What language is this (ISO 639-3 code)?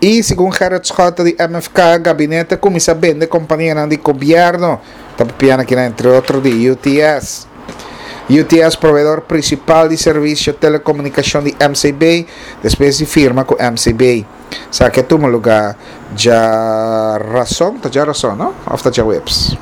pap